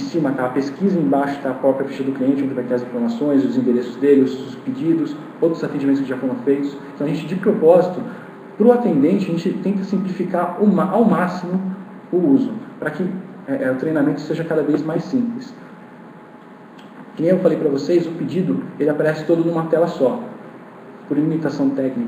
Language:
Portuguese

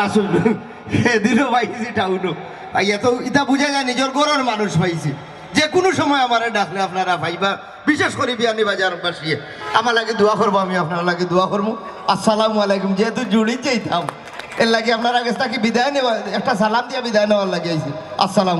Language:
Sylheti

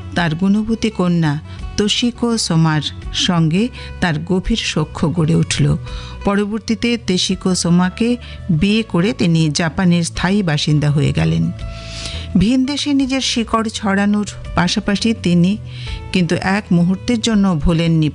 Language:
Bangla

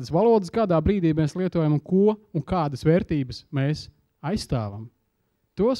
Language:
Latvian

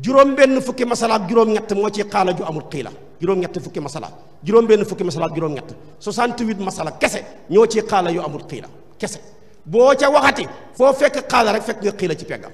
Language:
Wolof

